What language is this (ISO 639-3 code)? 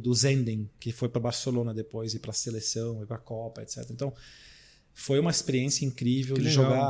por